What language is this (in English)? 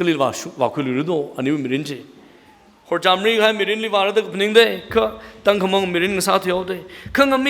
Tangkhul Naga (India)